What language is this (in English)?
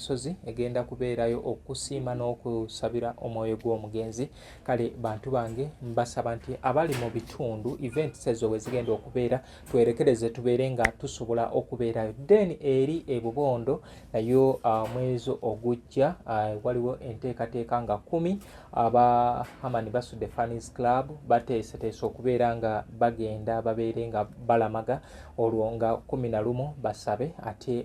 Ganda